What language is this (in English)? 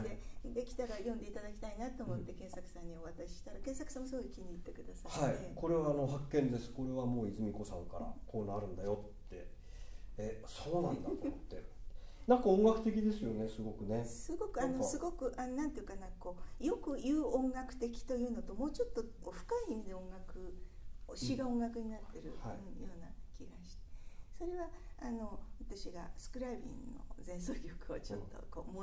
Japanese